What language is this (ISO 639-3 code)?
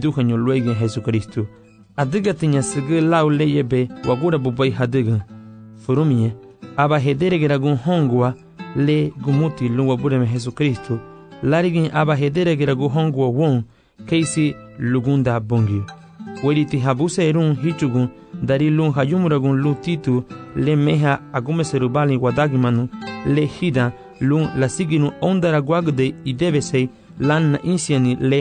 cab